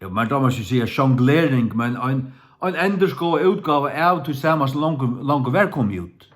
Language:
Faroese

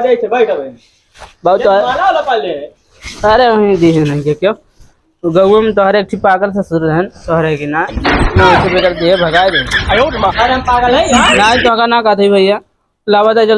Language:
Awadhi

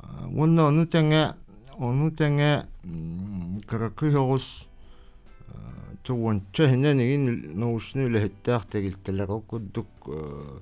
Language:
Yakut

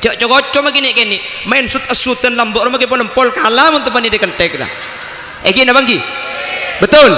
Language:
Madurese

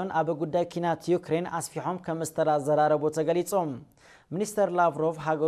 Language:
Tigrinya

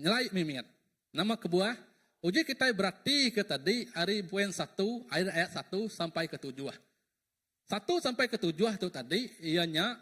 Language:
Iban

